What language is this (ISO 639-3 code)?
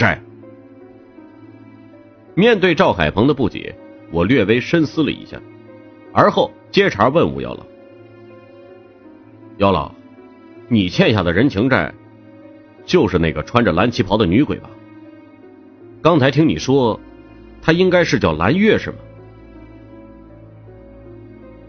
zho